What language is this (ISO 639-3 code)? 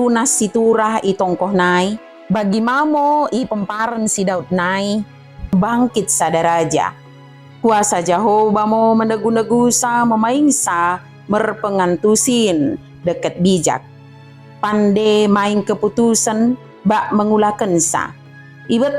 btd